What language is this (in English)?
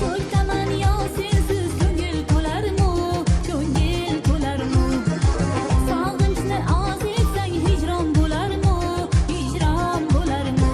Kara-Kalpak